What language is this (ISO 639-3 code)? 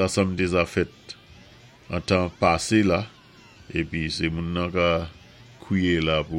acf